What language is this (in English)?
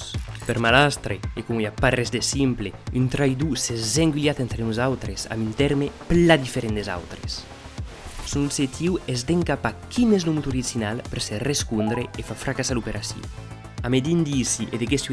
Occitan